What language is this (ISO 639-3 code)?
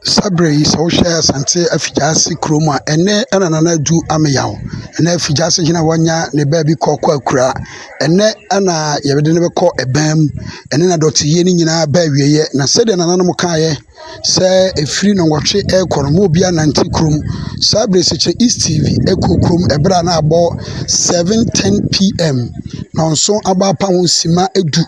aka